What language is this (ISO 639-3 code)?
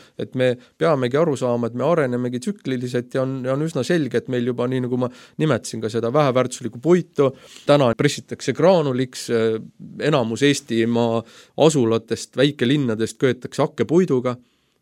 est